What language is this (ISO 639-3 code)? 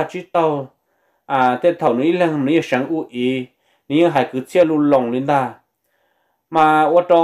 vie